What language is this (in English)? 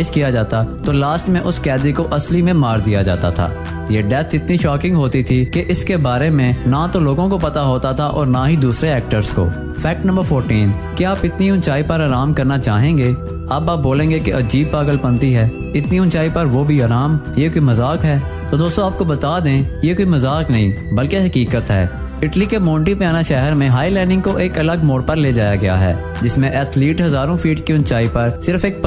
Hindi